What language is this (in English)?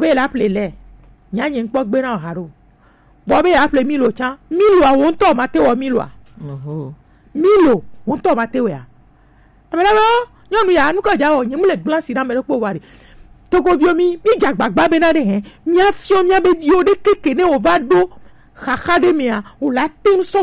Gen